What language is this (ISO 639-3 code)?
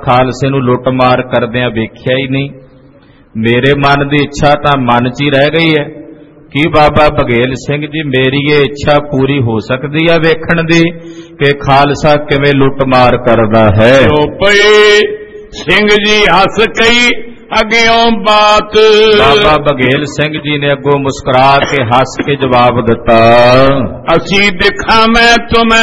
pan